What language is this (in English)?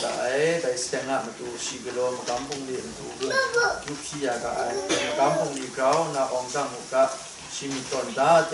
Kachin